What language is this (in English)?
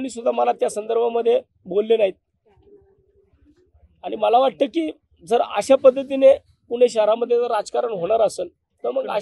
Marathi